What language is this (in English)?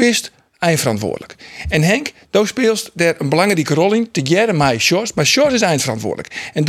Western Frisian